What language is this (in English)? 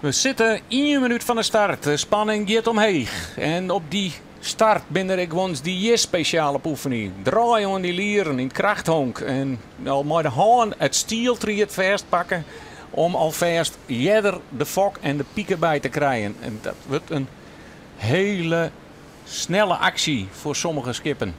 Western Frisian